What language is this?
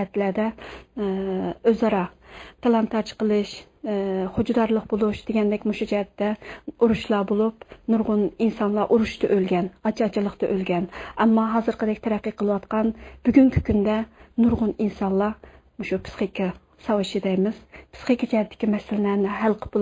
Uyghur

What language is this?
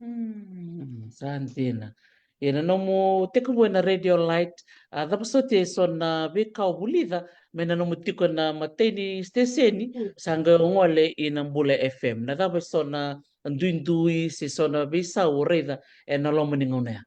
Fijian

